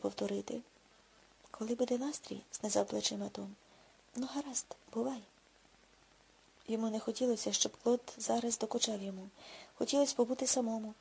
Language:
Ukrainian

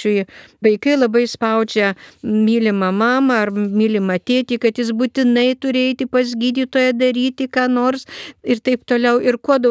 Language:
Lithuanian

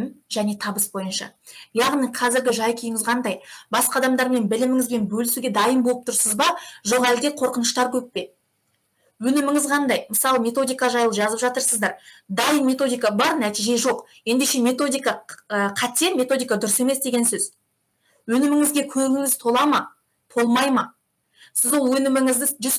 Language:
Kazakh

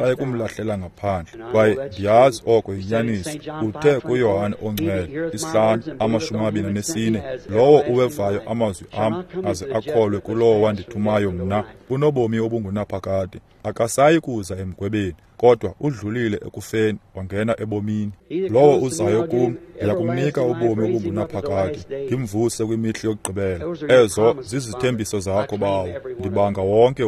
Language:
Xhosa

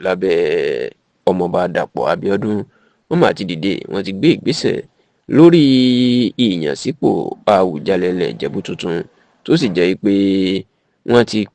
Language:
Yoruba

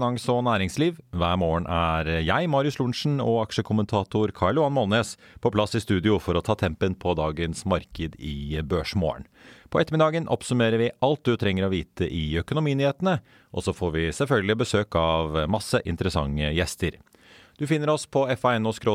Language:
Norwegian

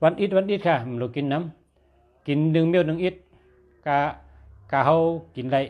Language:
Shan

